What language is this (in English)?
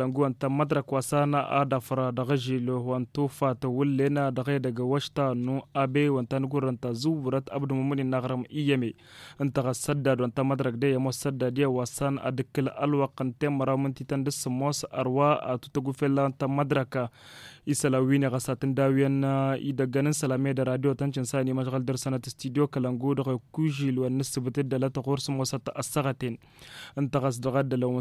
Tamasheq